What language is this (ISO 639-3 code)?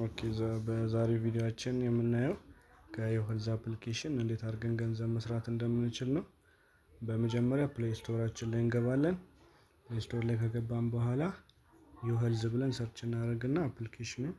amh